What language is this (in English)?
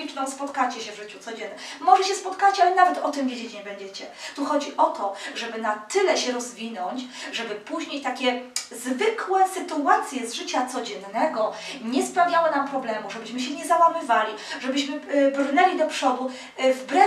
Polish